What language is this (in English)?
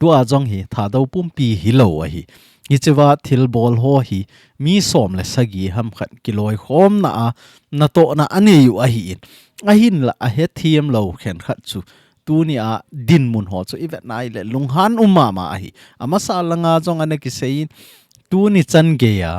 Thado Chin